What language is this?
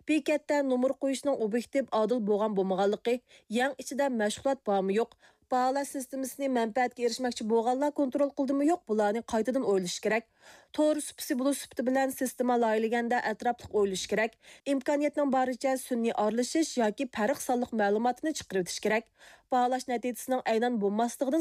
Uyghur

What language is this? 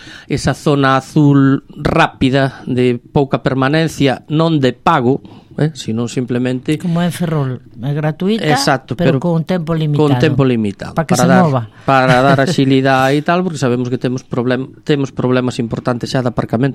Galician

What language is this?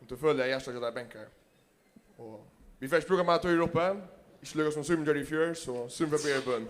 Faroese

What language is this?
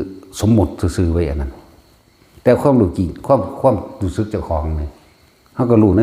Northeastern Thai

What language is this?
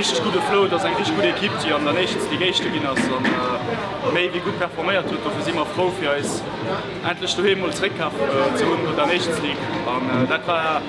Luxembourgish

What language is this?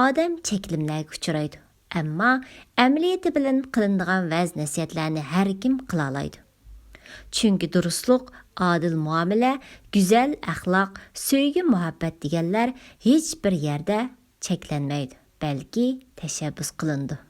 Uyghur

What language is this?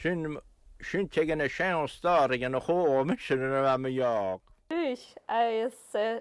Scottish Gaelic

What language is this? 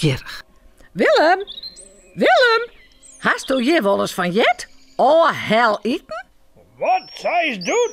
Western Frisian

